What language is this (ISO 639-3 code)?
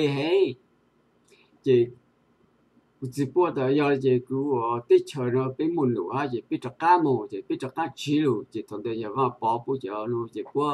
vie